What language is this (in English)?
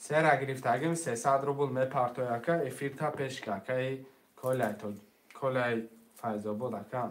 Tajik